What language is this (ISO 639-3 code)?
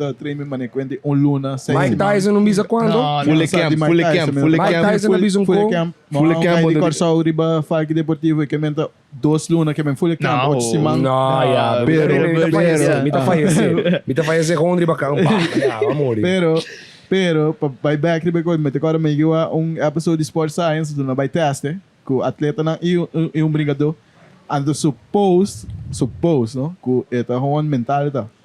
pap